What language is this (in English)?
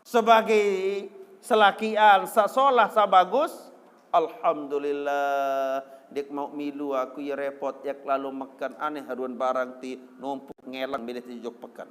Sasak